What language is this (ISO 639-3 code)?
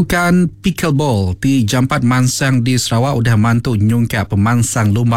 iba